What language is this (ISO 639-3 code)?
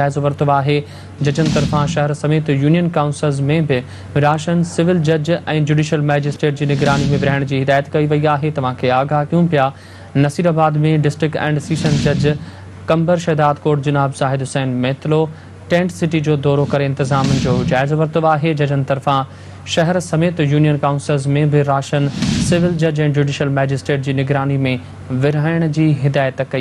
snd